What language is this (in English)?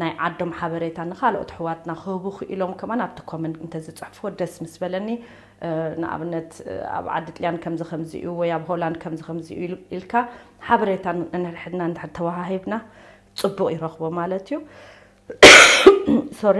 Tigrinya